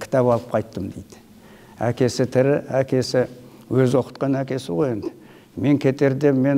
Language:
Kazakh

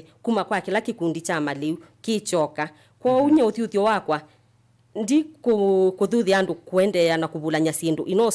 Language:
Kamba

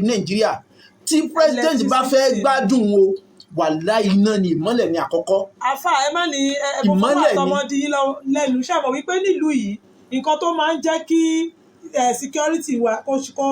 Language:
Yoruba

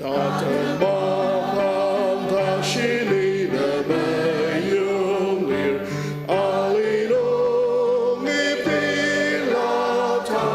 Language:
Ao Naga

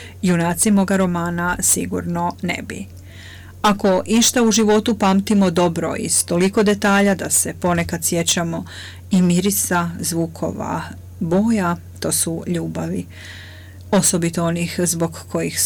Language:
Croatian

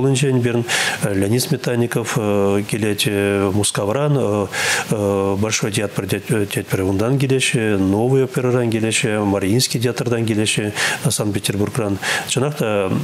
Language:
Chuvash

